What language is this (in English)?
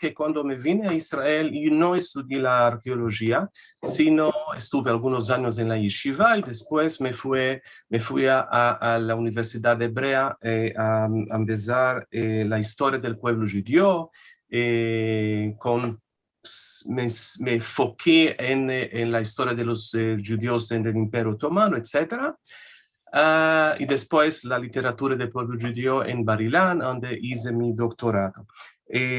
Ladino